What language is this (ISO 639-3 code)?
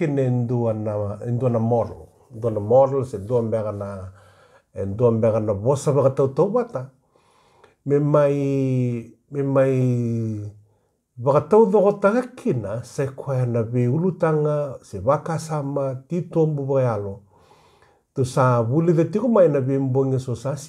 fij